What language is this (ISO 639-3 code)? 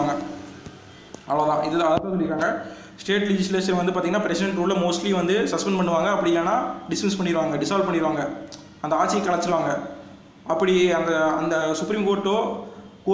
tam